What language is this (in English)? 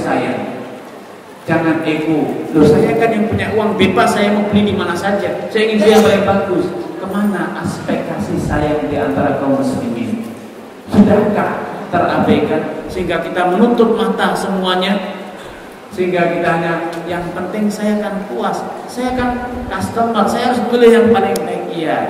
Indonesian